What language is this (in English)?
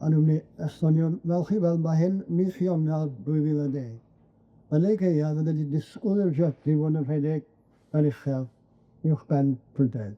Welsh